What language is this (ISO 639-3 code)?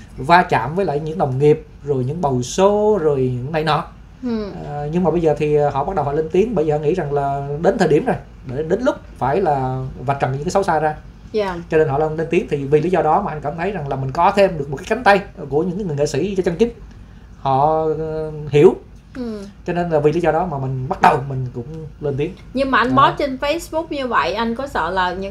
vie